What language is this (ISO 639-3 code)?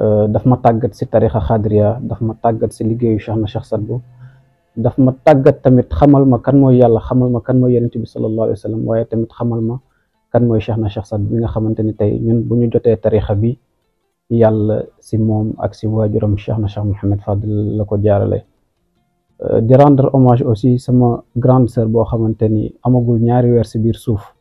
wol